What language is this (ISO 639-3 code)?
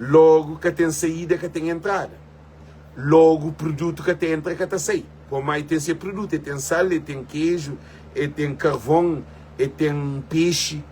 kea